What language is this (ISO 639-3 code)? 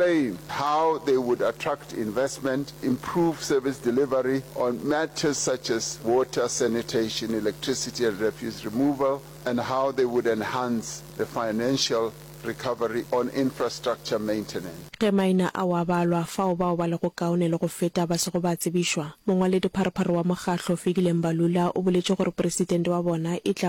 nso